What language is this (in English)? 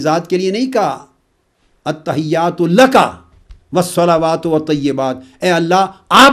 Urdu